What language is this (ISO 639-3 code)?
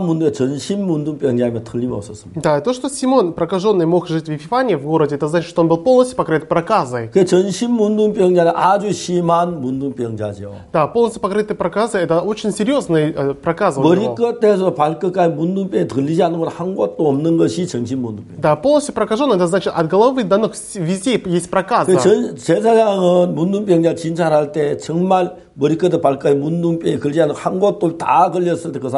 kor